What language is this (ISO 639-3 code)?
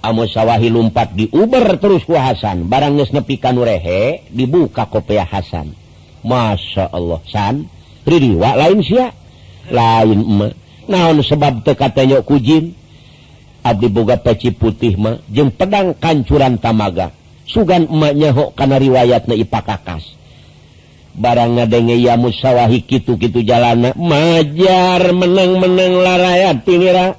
sun